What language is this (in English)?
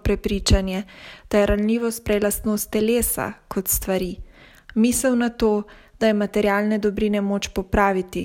Slovenian